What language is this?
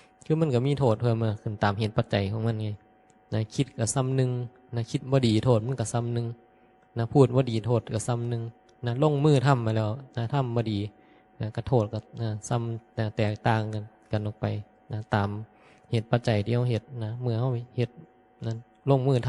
Northeastern Thai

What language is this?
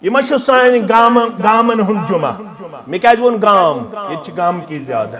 Kashmiri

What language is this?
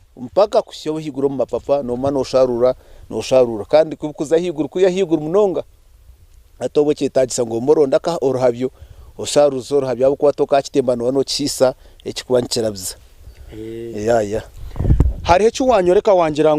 Nyankole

